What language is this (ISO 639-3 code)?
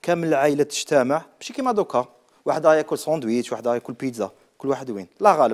arq